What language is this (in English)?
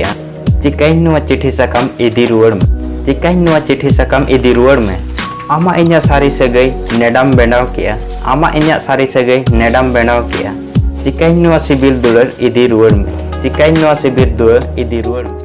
Santali